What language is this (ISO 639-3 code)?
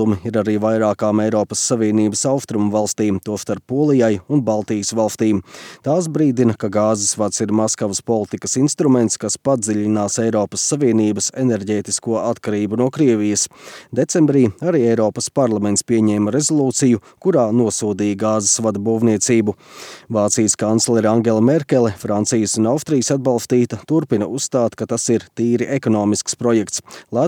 lav